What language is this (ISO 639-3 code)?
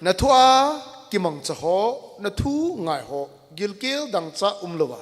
tcz